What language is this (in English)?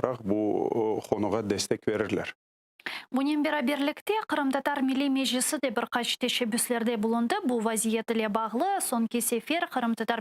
Crimean Tatar